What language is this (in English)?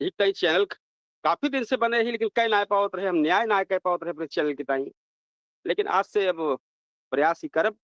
Awadhi